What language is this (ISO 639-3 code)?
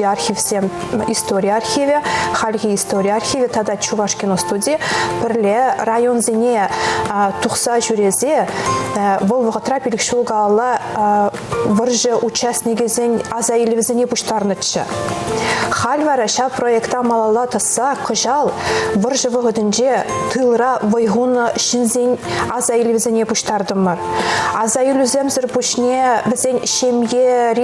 chv